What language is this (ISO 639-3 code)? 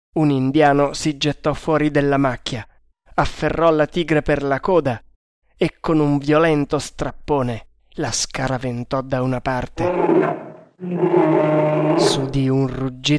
ita